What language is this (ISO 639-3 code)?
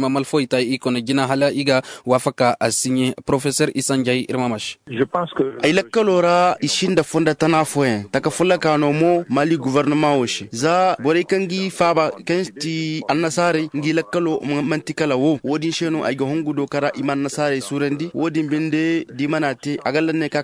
dje